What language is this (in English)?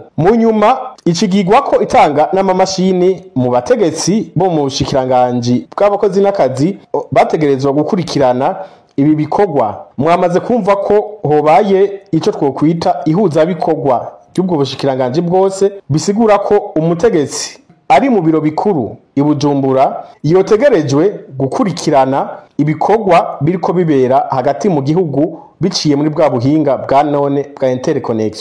Rundi